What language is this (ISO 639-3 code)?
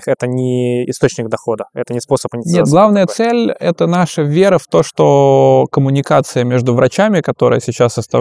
rus